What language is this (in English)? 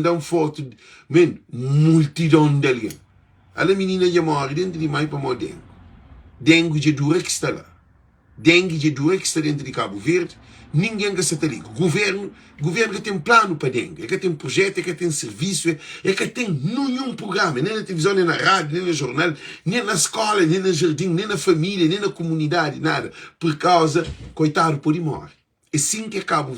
Kabuverdianu